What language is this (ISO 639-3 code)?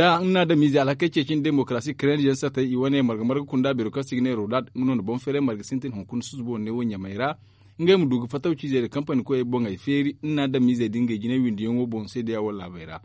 dje